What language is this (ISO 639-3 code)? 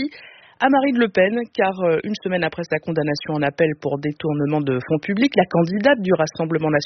fra